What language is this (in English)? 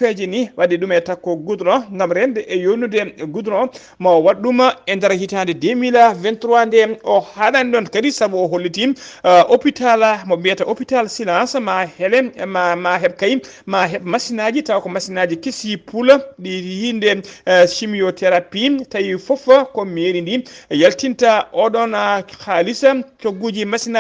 Fula